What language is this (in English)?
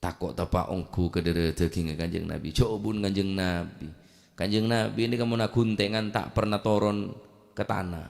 Madurese